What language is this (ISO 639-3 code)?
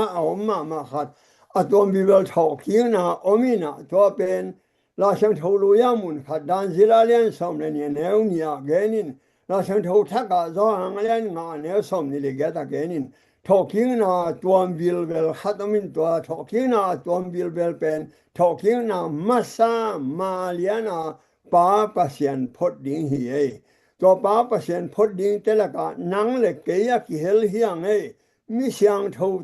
ctd